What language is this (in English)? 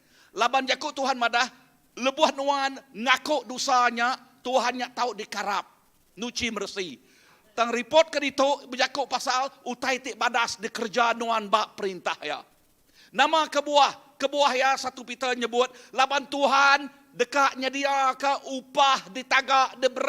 Iban